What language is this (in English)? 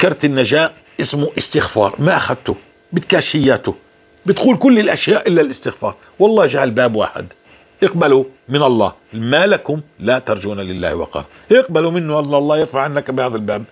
North Levantine Arabic